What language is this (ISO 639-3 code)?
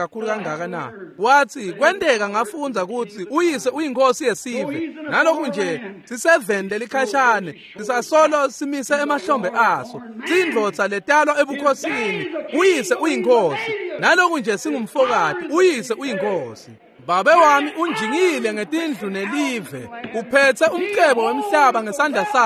ssw